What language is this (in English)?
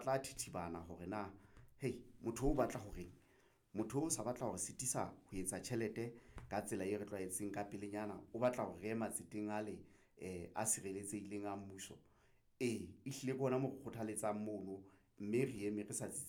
Southern Sotho